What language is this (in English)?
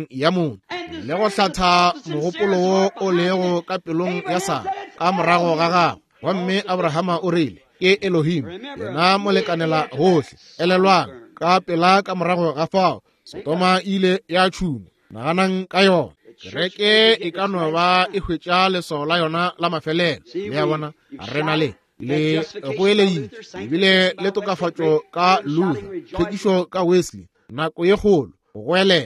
Northern Sotho